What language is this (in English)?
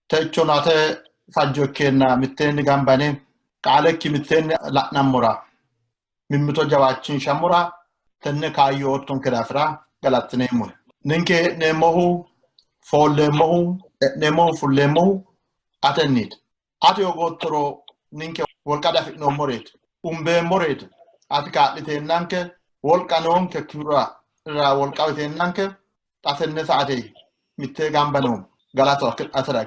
Sidamo